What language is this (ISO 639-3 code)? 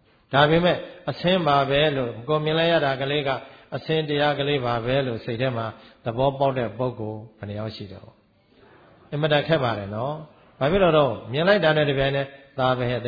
mya